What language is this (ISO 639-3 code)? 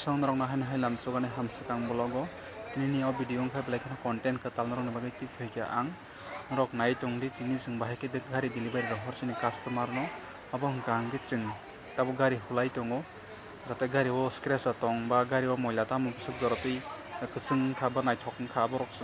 trp